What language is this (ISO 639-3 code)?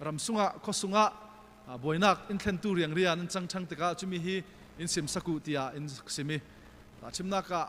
cfm